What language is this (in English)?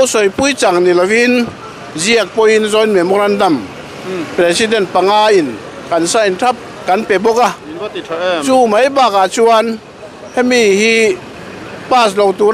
Mizo